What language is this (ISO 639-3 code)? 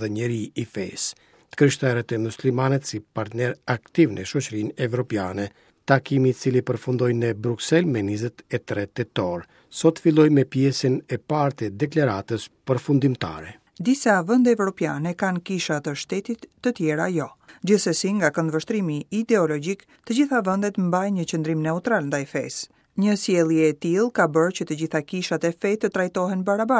sqi